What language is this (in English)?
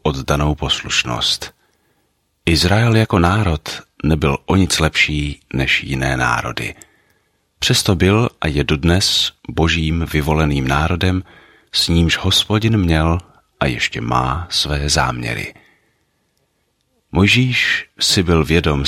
Czech